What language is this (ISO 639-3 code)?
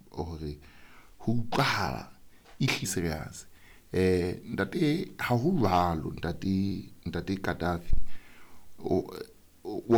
sot